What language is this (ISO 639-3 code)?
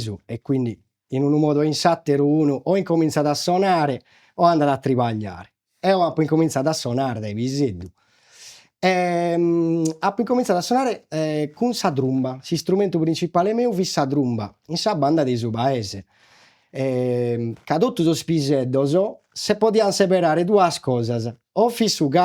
srd